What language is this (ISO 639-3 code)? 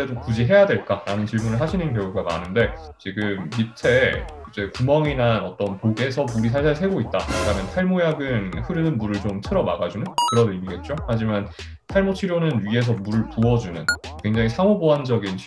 kor